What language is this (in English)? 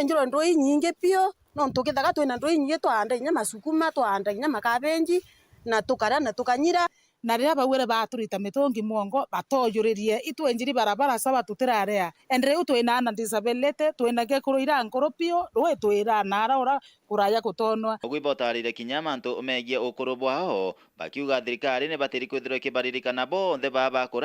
Meru